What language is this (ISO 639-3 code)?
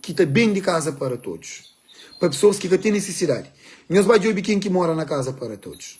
kea